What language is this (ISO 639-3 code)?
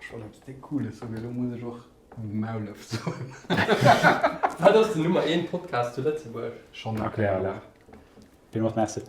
ltz